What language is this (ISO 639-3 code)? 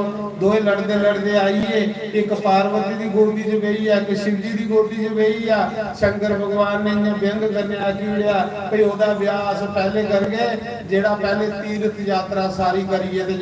doi